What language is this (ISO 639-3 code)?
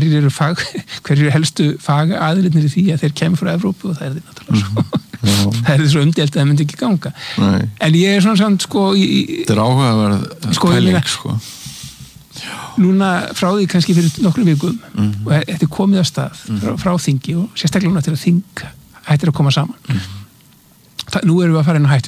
isl